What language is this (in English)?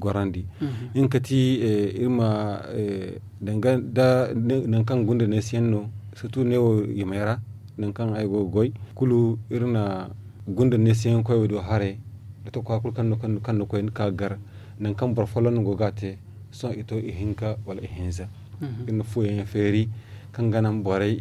Zarma